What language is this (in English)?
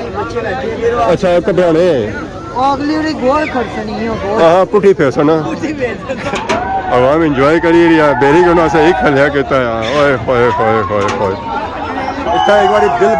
Pahari-Potwari